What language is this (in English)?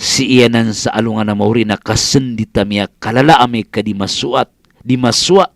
Maranao